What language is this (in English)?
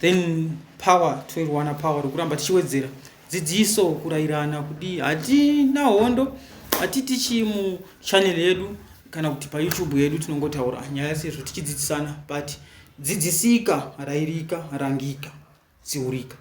Shona